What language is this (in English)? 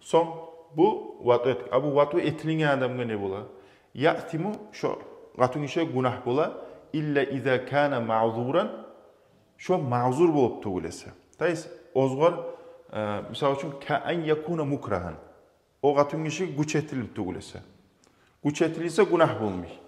Kumyk